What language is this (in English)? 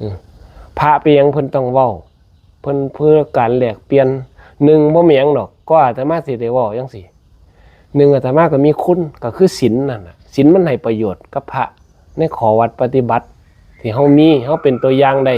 Northeastern Thai